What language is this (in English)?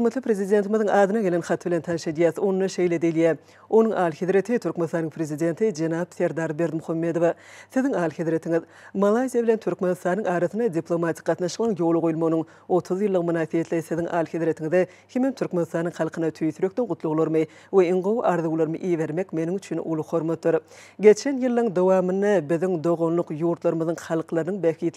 Turkmen